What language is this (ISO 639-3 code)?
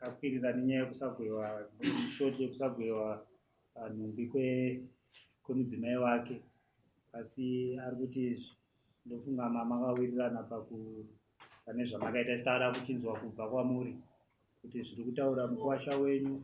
sna